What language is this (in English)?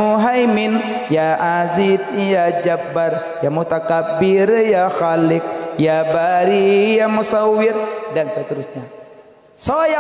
Achinese